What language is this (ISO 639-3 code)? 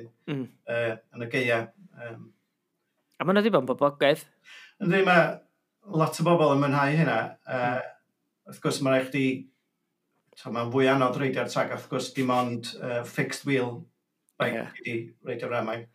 cym